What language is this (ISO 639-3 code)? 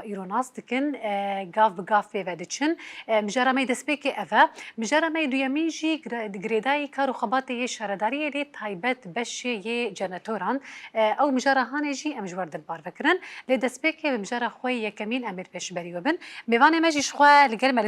kur